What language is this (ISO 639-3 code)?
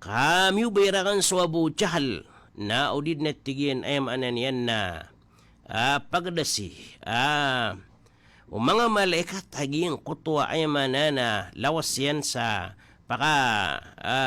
mrw